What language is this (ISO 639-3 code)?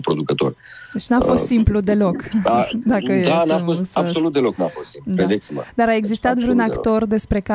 ron